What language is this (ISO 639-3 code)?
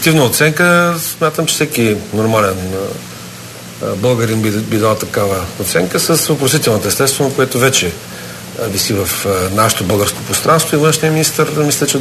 bul